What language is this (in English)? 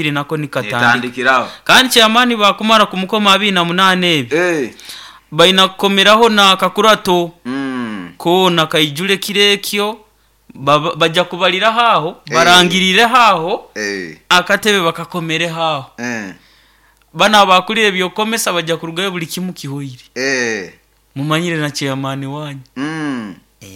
Nyoro